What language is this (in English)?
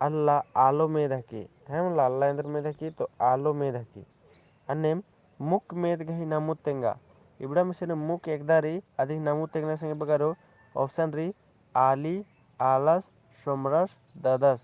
Kurukh